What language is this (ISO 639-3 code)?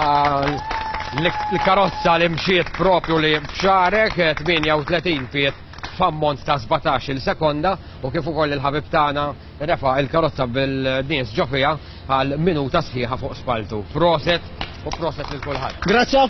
mlt